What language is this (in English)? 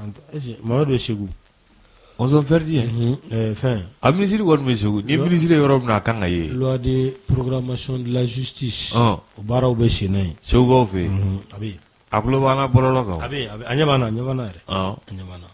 Bambara